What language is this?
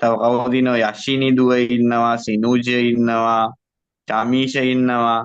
Sinhala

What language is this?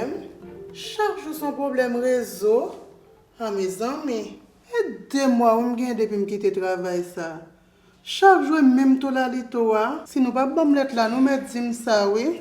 Haitian Creole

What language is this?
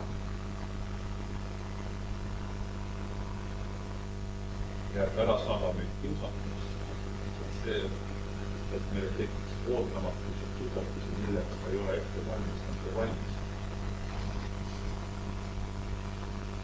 Estonian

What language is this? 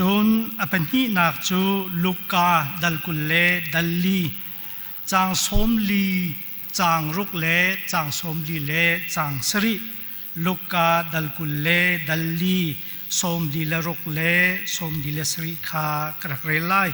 Hakha Chin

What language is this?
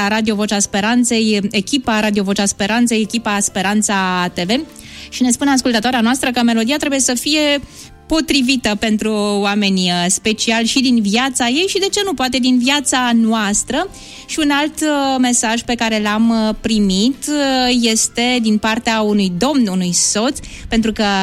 Romanian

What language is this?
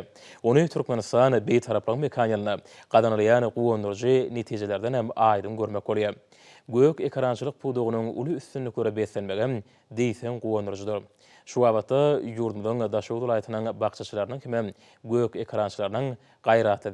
Turkmen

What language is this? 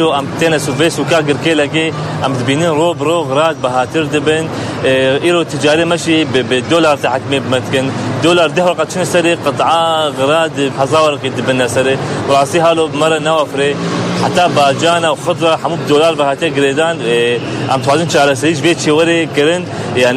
Kurdish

